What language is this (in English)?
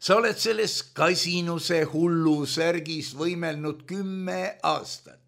Estonian